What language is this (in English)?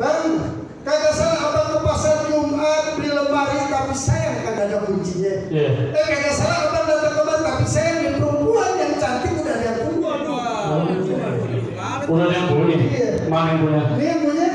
Betawi